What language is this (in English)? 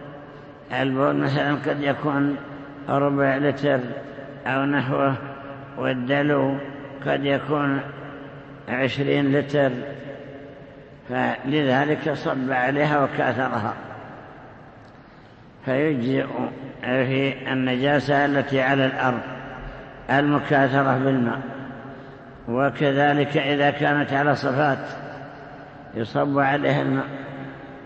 Arabic